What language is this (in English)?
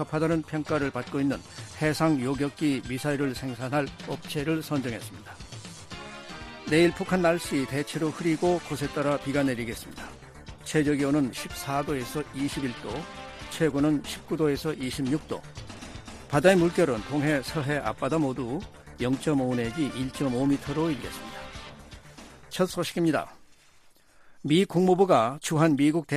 Korean